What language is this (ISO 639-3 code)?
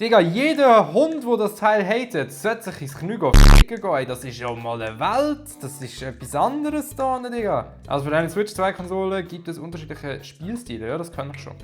gsw